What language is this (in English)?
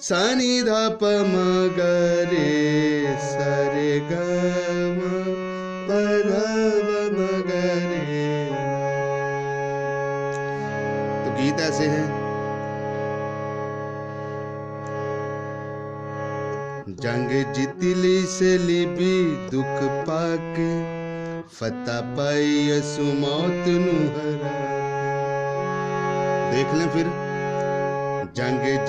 Hindi